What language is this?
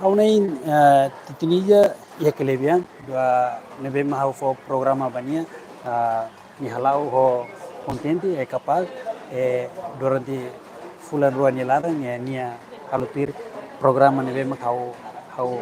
Tetum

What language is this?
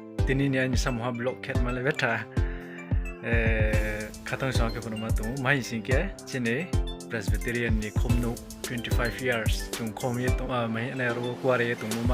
Riang (India)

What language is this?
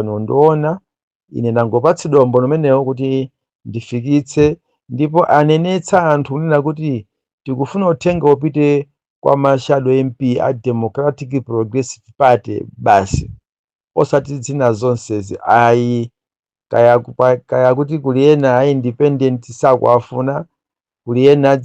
Nyanja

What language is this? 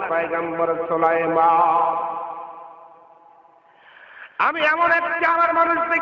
Bangla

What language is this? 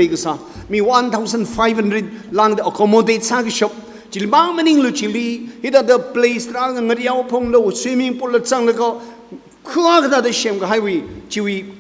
Tangkhul Naga (India)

